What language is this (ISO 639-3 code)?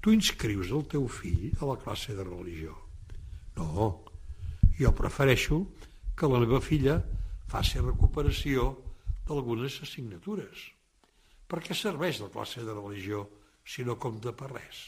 cat